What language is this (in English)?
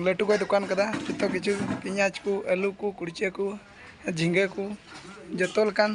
Santali